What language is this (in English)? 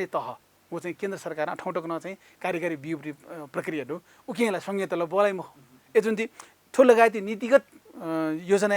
Newari